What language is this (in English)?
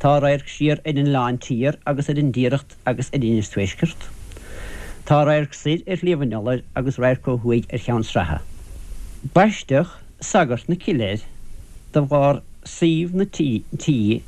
Irish